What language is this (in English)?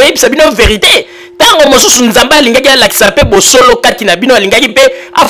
Lingala